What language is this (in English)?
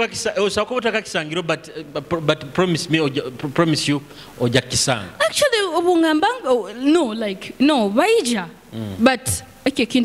Nyoro